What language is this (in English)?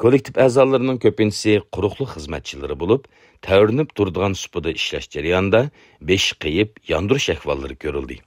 Uyghur